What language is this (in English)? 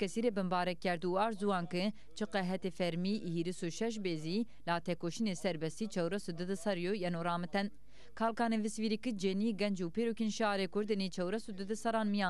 Zaza